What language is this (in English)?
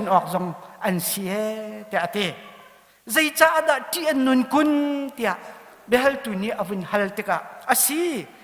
Hakha Chin